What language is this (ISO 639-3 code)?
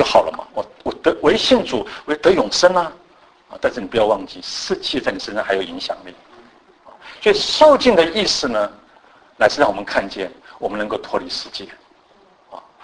zho